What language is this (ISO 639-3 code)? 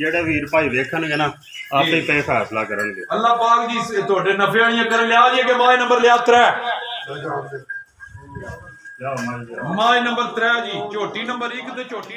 pan